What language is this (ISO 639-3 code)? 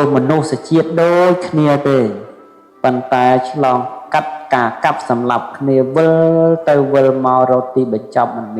khm